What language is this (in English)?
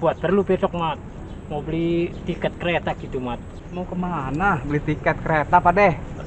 Betawi